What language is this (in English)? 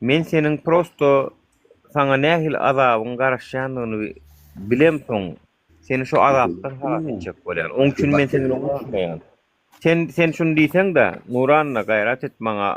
Turkmen